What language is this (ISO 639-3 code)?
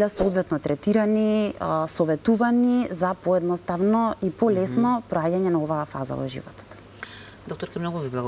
mkd